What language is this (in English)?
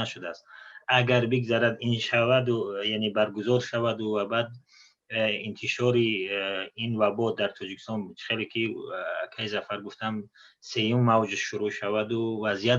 Tajik